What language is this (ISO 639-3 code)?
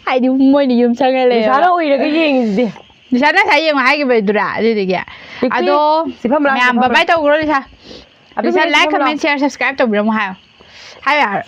mni